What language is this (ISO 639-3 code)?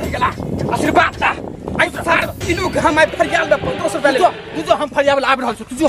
mai